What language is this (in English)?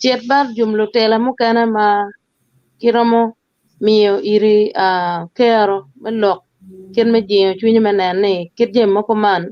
Acoli